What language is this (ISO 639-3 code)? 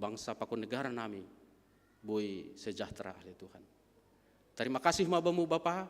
bts